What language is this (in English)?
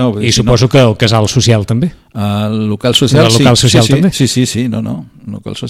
Catalan